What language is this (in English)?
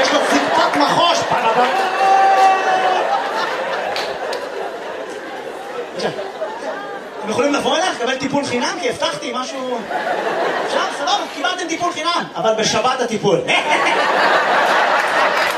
Hebrew